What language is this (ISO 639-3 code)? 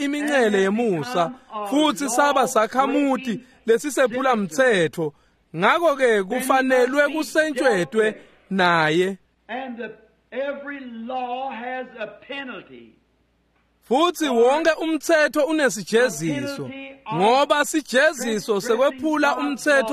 ssw